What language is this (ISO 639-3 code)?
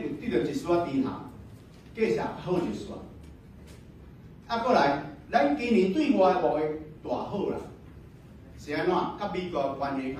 nan